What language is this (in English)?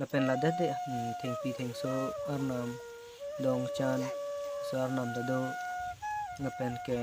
Karbi